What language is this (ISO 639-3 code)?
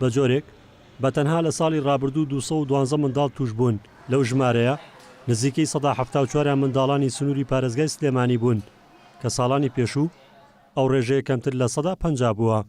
ckb